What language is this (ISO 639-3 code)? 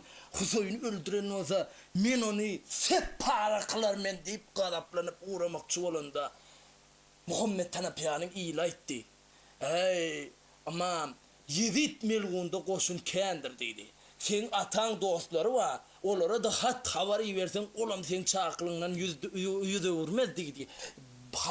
tuk